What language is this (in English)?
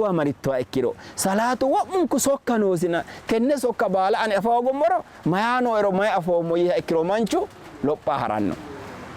Sidamo